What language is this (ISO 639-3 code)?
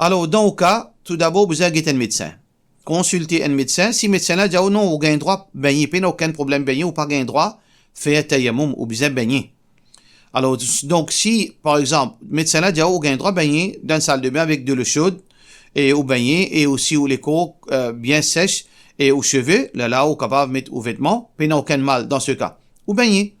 mfe